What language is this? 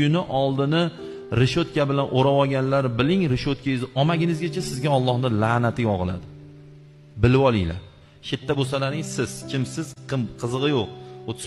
Uzbek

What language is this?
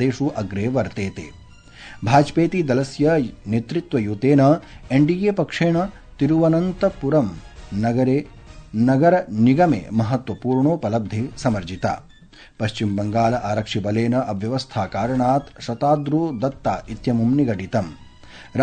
Sanskrit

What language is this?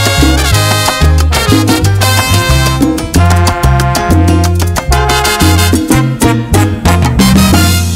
Spanish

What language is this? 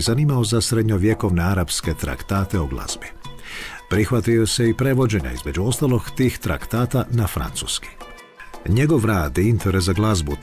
Croatian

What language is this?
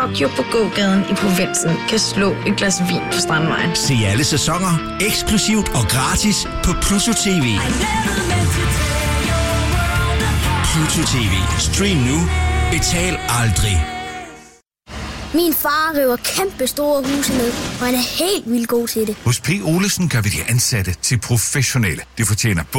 Danish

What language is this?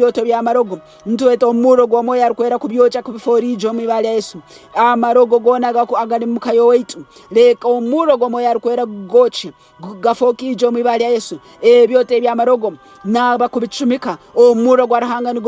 Nyankole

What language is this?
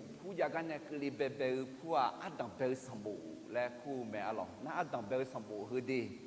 Akha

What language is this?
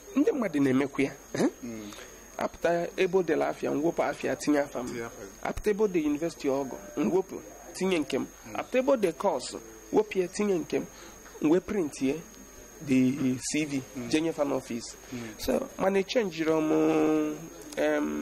Igbo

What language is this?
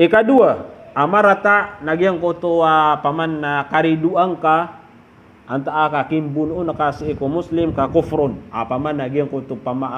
Maranao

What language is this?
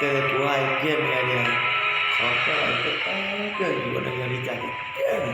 Hmong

